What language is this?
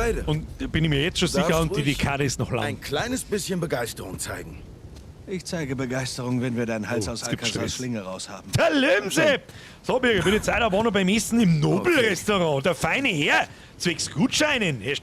Bavarian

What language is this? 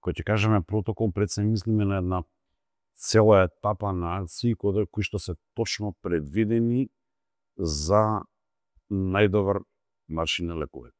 Macedonian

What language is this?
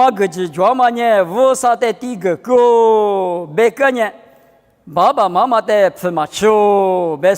Lisu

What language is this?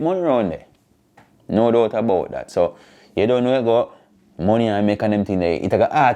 Jamaican Creole English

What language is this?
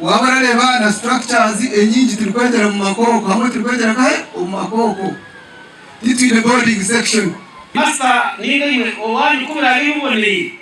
Nyankole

